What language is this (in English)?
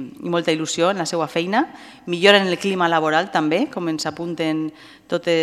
Catalan